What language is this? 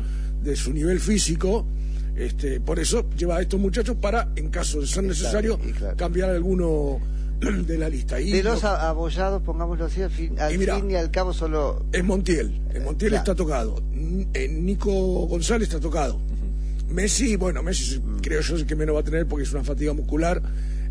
Spanish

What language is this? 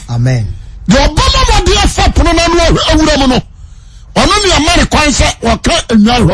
Akan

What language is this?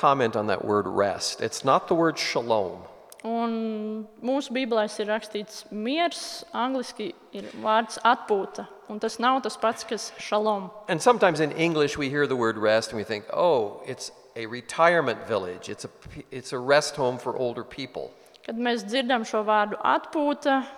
Latvian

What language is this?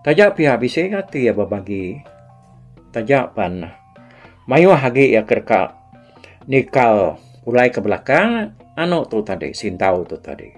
Iban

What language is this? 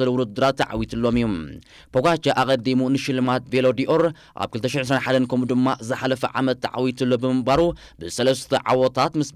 Tigrinya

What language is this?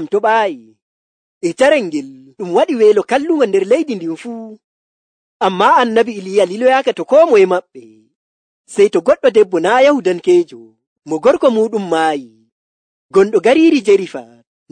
Nigerian Fulfulde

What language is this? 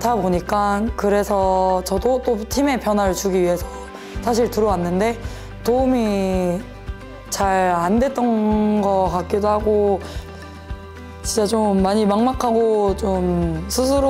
Korean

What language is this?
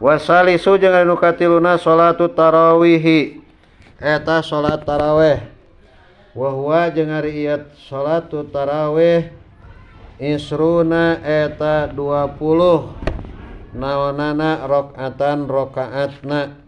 Sundanese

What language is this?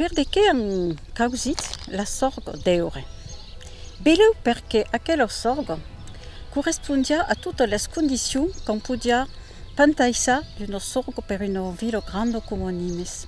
Occitan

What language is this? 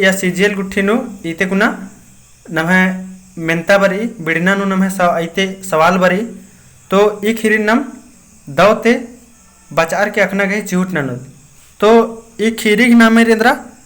Kurukh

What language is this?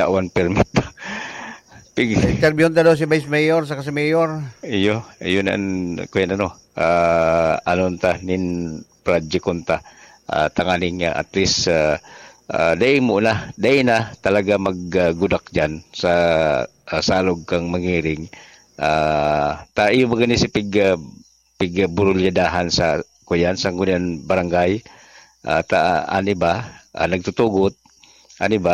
Bikol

